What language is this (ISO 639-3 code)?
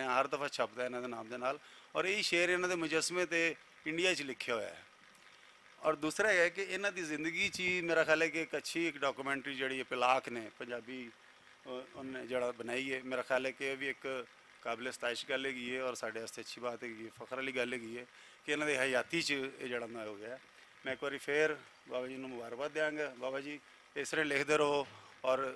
lah